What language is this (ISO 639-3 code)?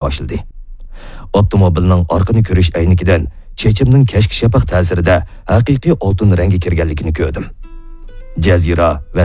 uig